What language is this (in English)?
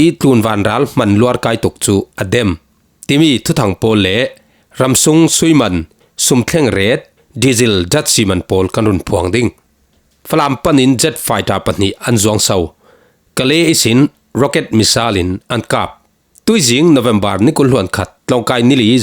Falam Chin